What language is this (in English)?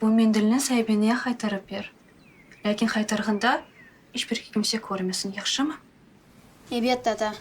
Crimean Tatar